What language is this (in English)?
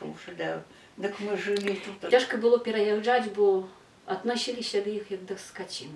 Belarusian